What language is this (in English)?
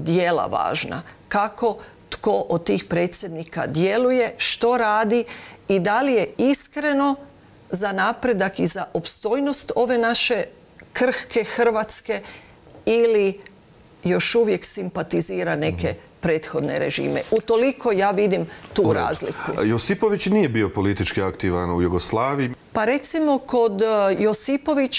Croatian